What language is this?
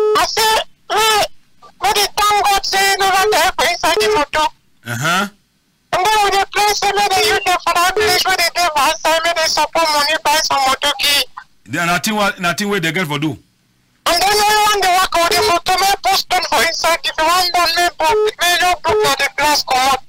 Cameroon Pidgin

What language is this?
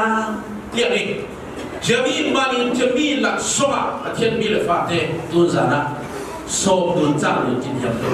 Falam Chin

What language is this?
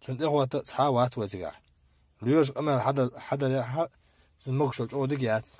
Chechen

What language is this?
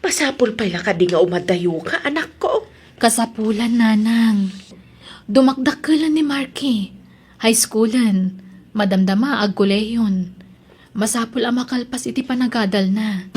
Iloko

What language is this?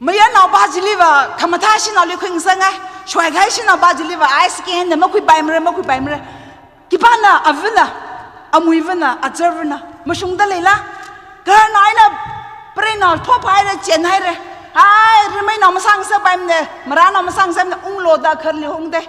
Tangkhul Naga (India)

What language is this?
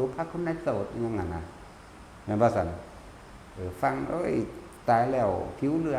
Northeastern Thai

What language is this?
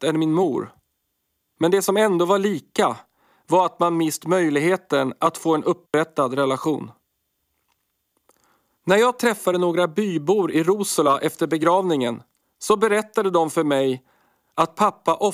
Swedish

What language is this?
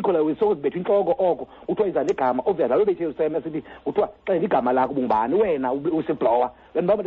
Xhosa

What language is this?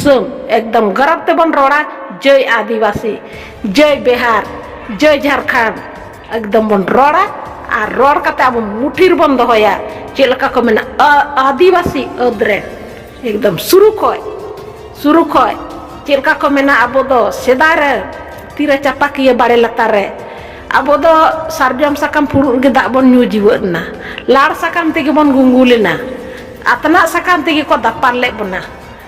Santali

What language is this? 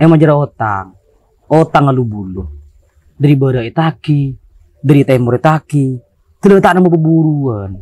Madurese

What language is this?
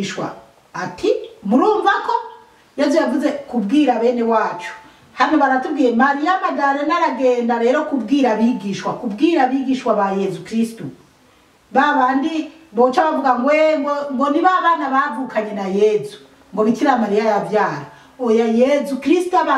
Rundi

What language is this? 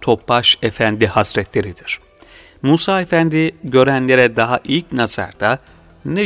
Turkish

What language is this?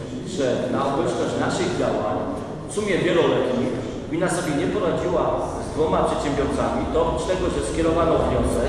Polish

